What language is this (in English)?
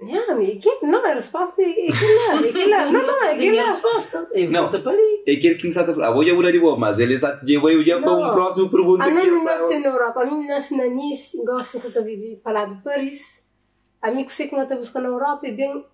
Kabuverdianu